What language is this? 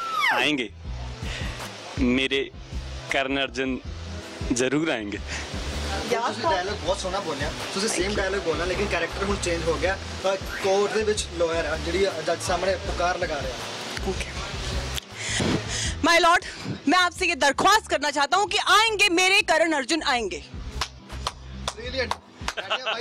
Punjabi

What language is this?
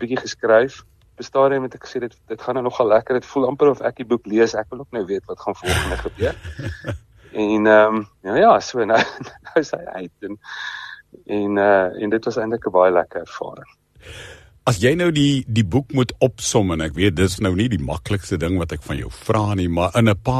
Afrikaans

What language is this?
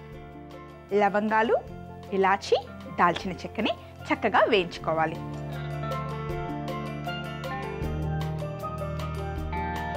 Telugu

